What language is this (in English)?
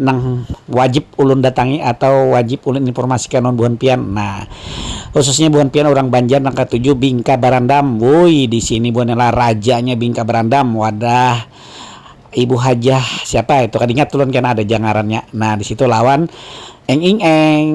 Banjar